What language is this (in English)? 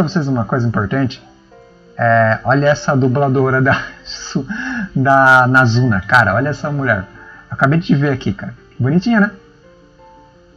Portuguese